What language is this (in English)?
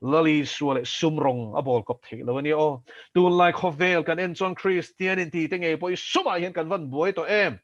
Mizo